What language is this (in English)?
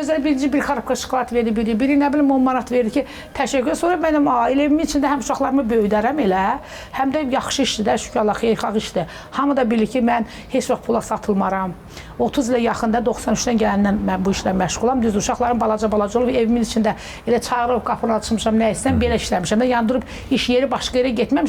Azerbaijani